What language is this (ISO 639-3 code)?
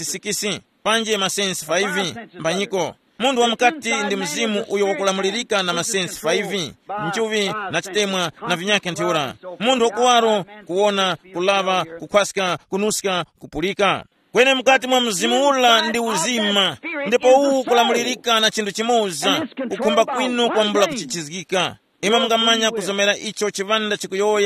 tum